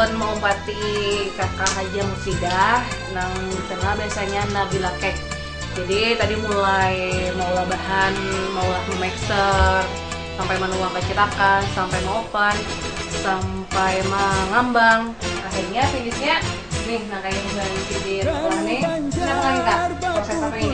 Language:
Banjar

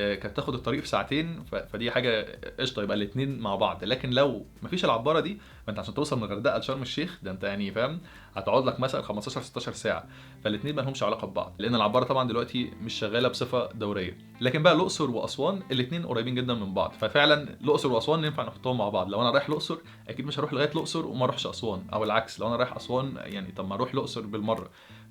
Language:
Egyptian Arabic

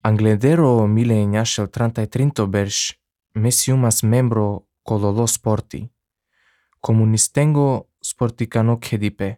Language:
Albanian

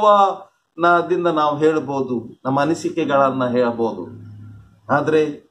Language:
Kannada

